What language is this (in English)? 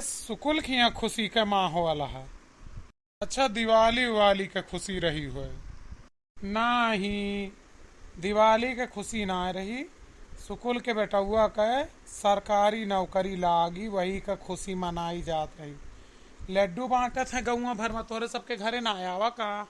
Awadhi